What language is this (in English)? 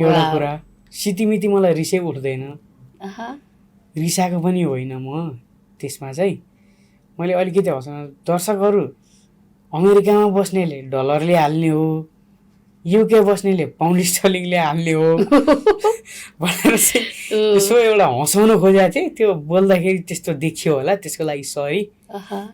Nepali